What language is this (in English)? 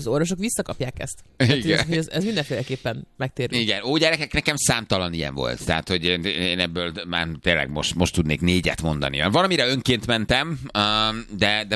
Hungarian